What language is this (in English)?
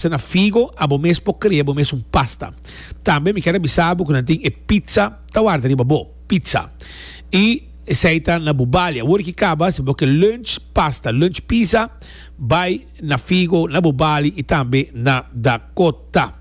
Papiamento